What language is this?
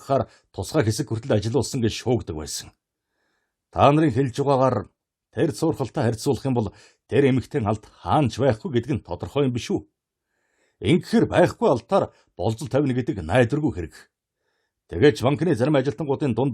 Mongolian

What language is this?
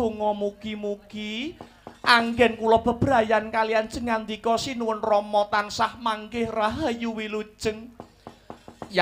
Javanese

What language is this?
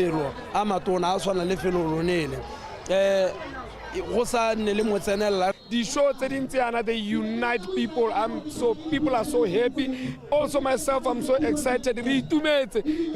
Tswana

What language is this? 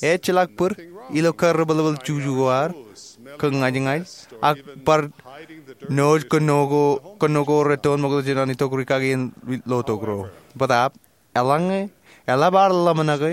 Marshallese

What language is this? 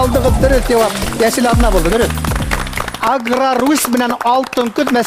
Bashkir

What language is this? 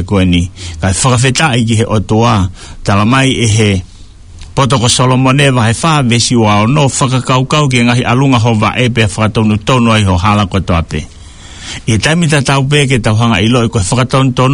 Tongan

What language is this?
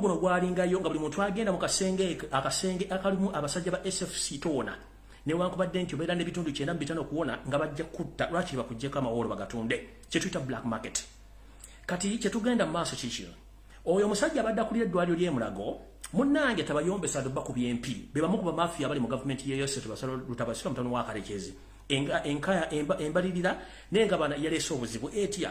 Ganda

